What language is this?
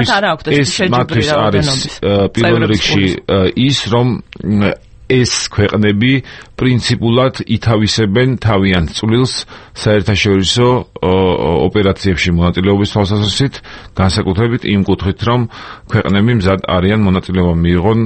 Georgian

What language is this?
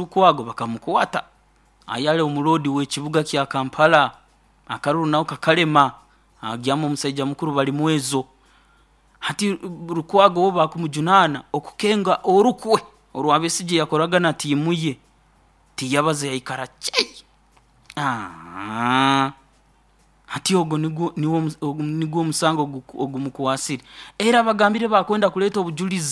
Nyoro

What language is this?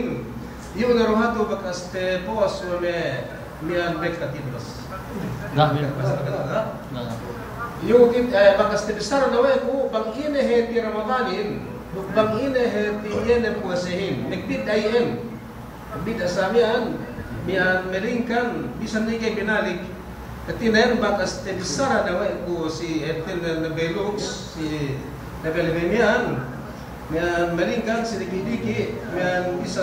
Yakan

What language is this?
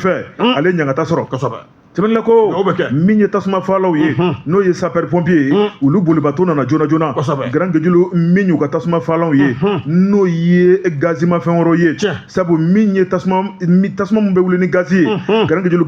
Bambara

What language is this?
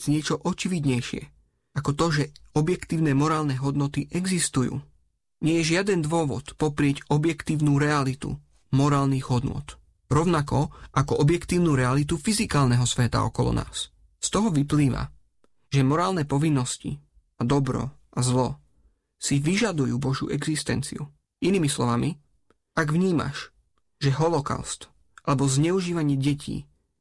Slovak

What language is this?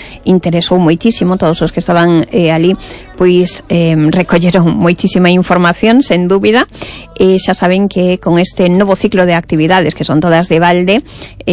Galician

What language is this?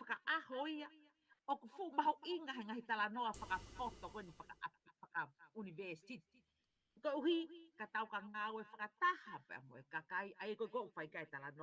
Tongan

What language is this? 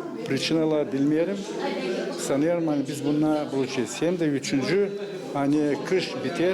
Gagauz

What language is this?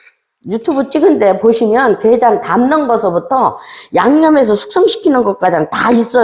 Korean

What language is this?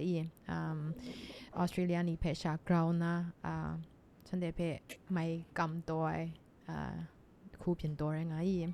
Kachin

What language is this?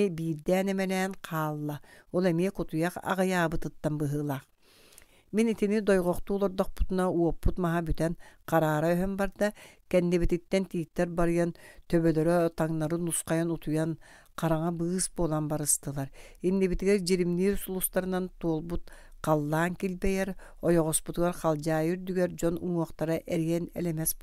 Yakut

